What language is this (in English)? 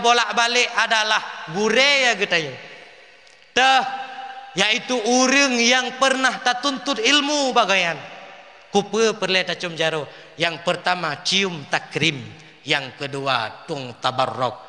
Achinese